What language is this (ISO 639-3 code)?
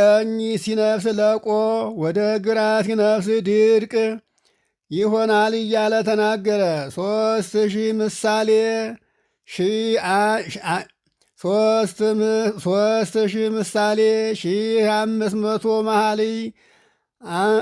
amh